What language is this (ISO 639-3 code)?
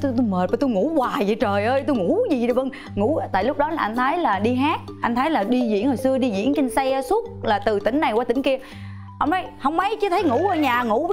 vie